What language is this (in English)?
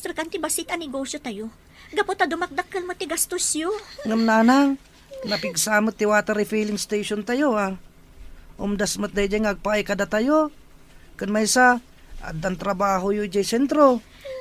Iloko